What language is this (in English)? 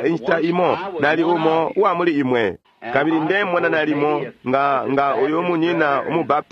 Bemba